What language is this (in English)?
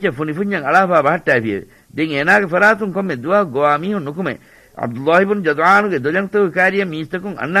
Divehi